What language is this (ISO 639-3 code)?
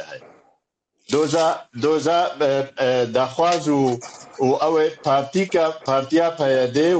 kur